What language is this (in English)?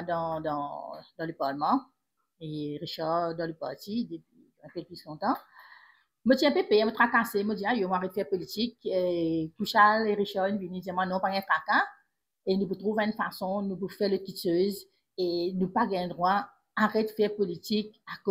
Morisyen